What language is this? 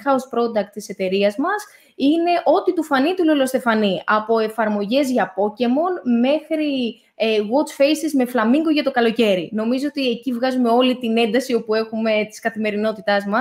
Greek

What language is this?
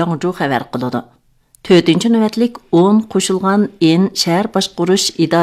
Uyghur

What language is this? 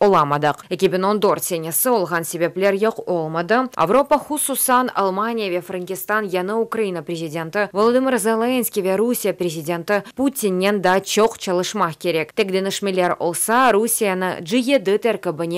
Crimean Tatar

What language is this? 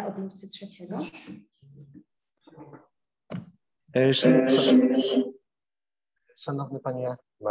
Polish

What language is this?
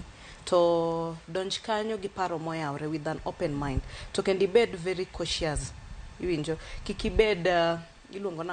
Luo (Kenya and Tanzania)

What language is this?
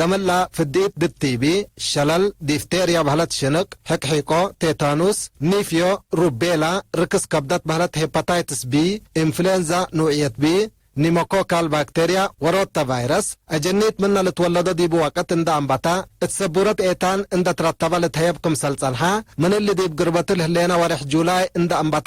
Tigre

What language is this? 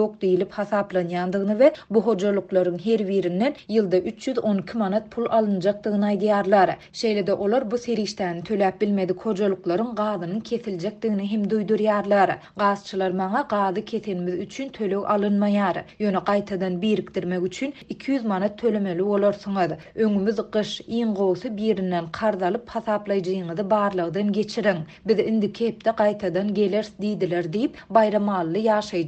Turkmen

